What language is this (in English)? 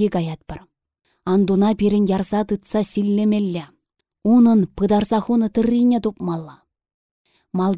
Chuvash